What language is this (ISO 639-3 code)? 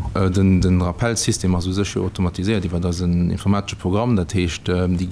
ltz